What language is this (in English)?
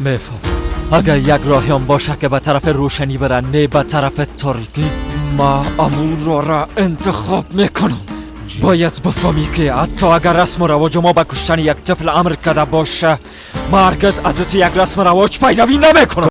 Persian